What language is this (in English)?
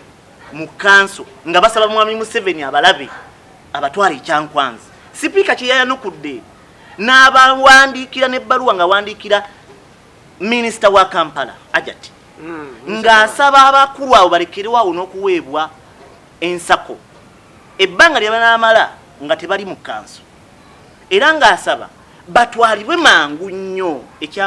Ganda